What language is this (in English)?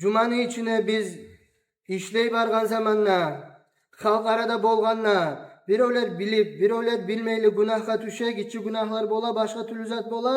Kumyk